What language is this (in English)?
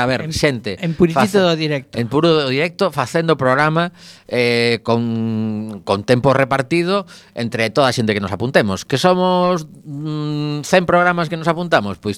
Galician